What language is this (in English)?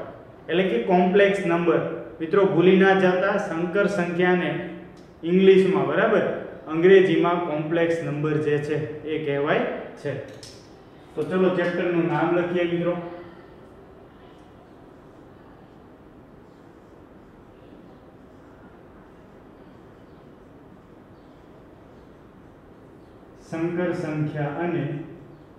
Gujarati